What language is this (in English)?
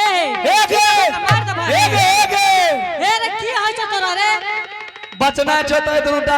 Angika